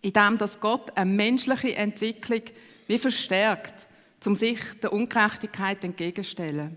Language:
Swiss German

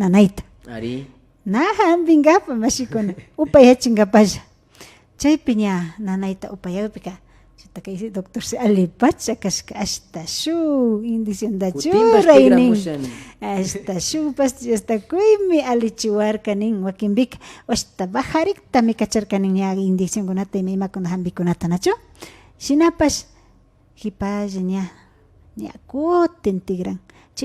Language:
Imbabura Highland Quichua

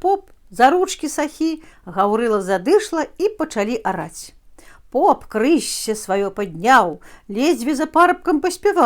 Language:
Belarusian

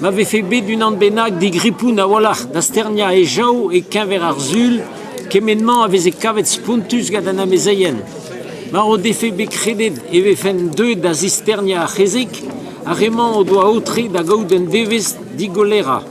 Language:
Breton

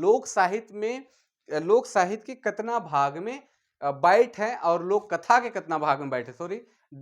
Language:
Sadri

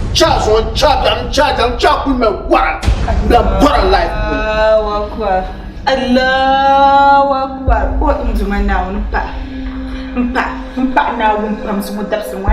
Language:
Dagbani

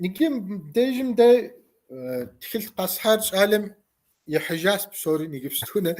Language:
Kabardian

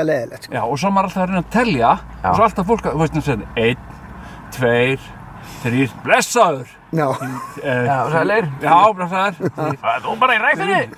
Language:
Icelandic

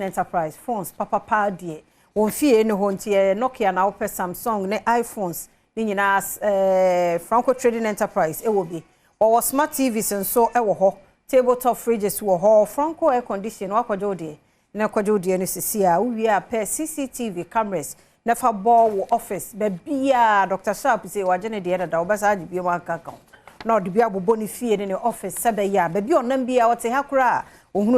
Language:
Akan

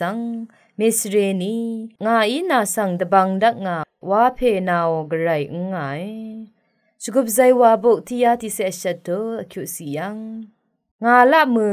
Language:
Rawang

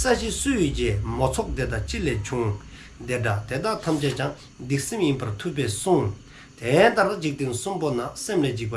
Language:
Dzongkha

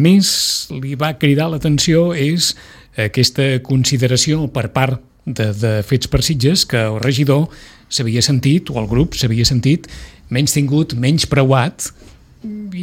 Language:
Catalan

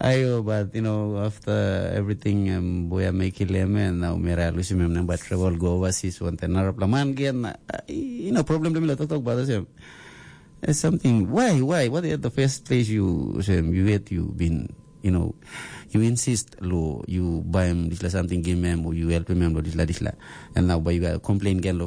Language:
Tok Pisin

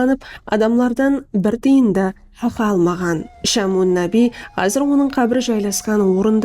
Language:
Kara-Kalpak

